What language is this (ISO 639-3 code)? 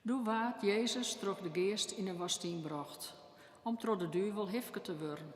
fry